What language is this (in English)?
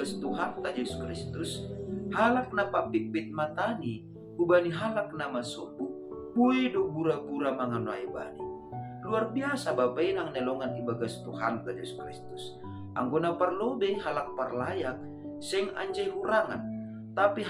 Batak Simalungun